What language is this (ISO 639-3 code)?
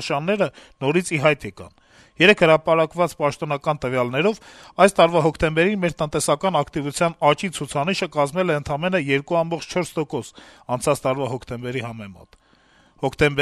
hye